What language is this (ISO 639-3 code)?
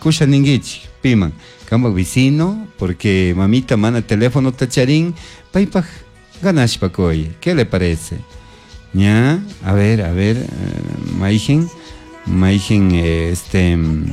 qug